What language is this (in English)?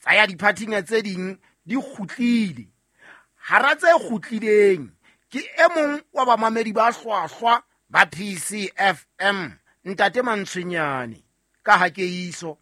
Southern Sotho